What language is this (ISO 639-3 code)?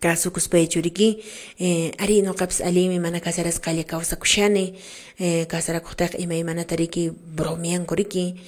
que